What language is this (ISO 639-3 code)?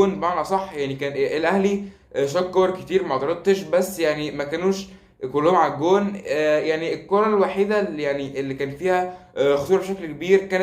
arz